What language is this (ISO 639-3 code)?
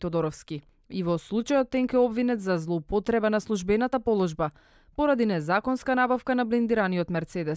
mkd